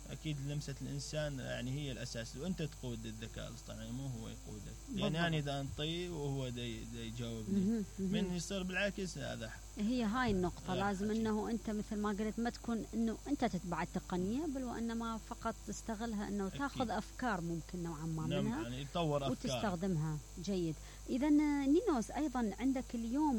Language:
Mesopotamian Arabic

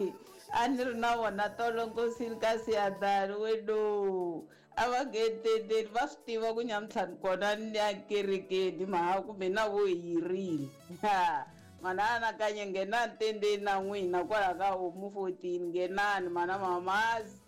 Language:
Tsonga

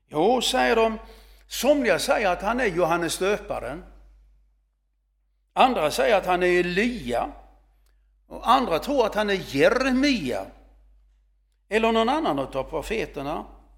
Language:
Swedish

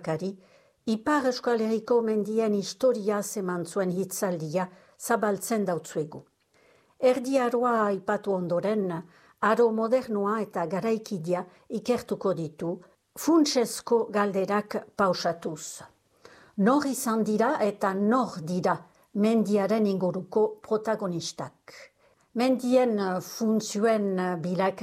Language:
Basque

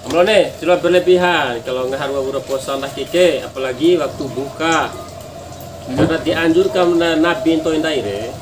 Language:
Bima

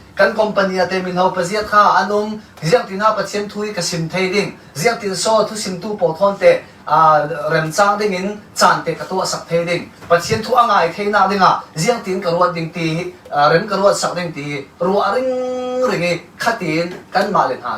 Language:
Falam Chin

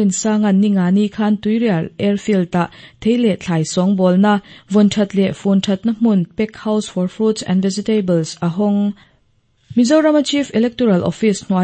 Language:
Mizo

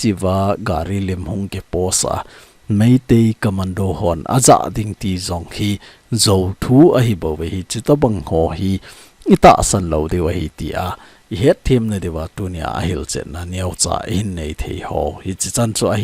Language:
Thado Chin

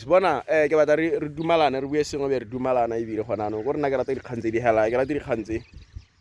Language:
Tswana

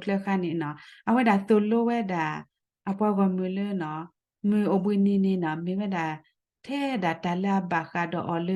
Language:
S'gaw Karen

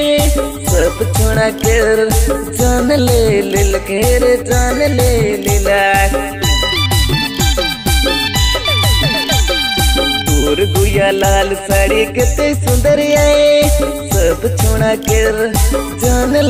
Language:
Bhojpuri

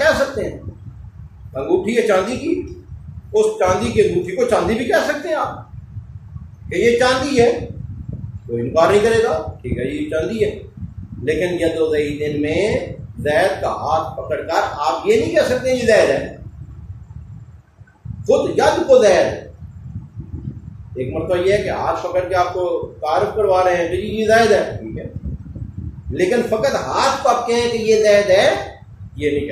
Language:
Urdu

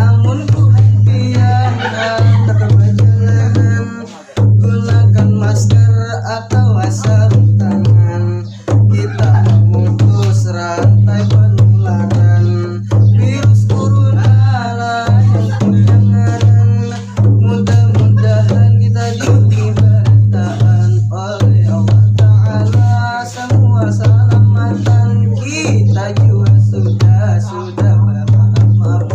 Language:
Banjar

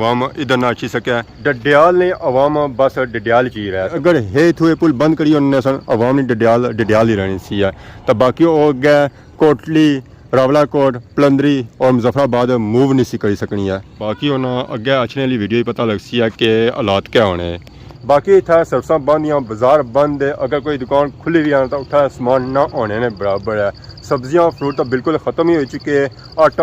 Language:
Pahari-Potwari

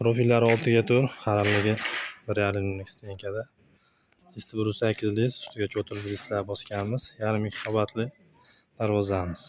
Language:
Uzbek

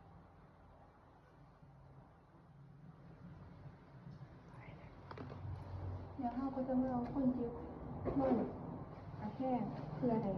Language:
Lao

